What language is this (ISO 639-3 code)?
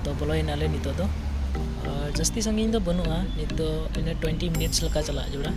sat